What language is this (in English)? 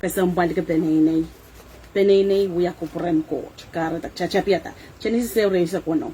Pohnpeian